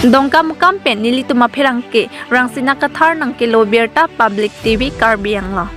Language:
Karbi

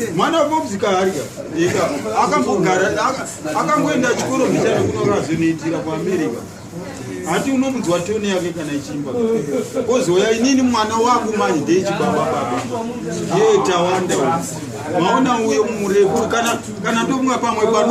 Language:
Shona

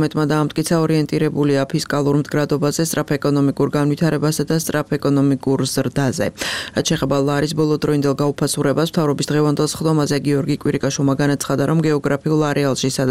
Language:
Georgian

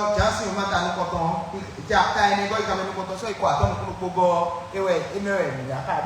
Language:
Fon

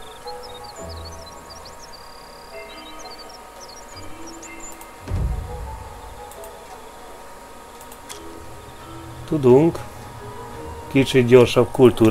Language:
Hungarian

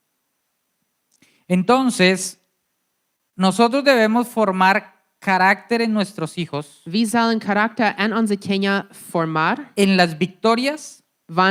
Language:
Plautdietsch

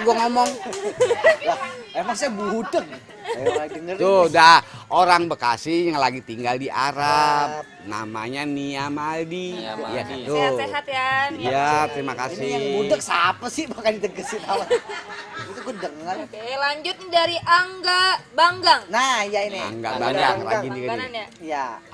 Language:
Betawi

